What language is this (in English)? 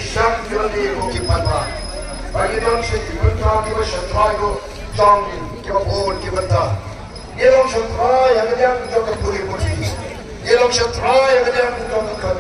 Khasi